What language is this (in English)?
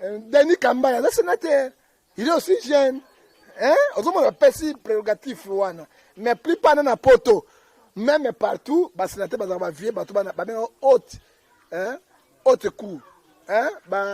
Lingala